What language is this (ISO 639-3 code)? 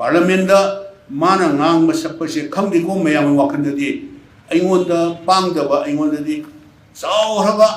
mni